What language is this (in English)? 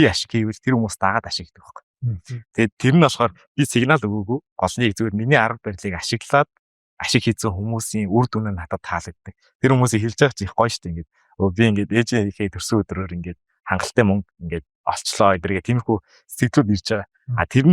Mongolian